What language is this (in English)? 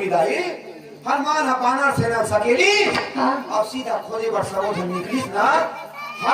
Chhattisgarhi